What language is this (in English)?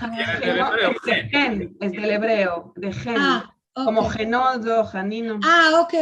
Ladino